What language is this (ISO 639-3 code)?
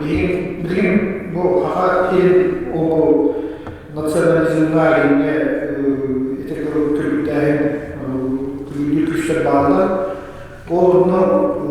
sah